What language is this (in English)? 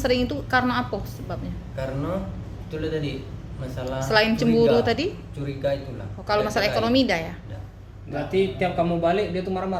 Musi